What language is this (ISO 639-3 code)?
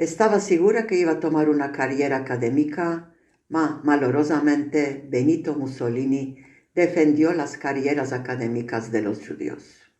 lad